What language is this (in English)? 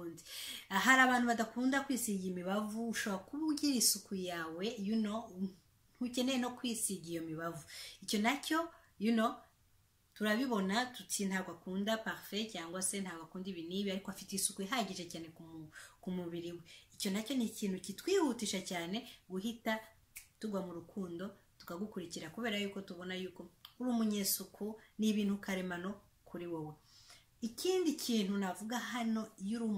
Kinyarwanda